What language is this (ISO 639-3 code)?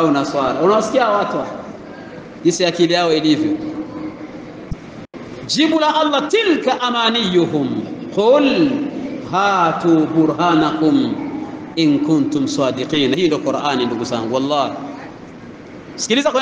swa